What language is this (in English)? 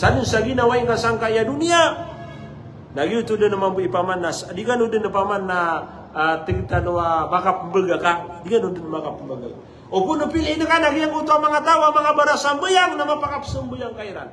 Maranao